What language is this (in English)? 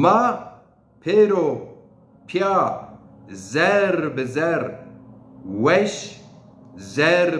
Zaza